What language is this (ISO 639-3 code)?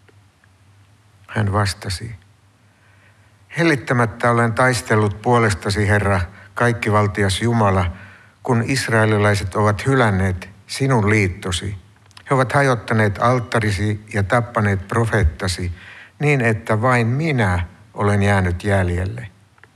fin